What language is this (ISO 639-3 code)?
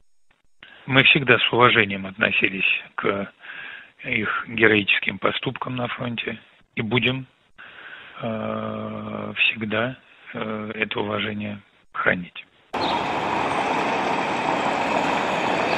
rus